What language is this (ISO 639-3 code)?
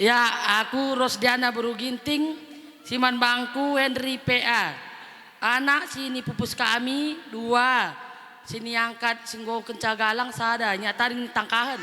btx